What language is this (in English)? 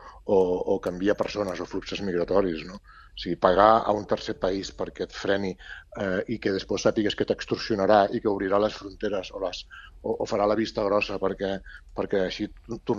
Catalan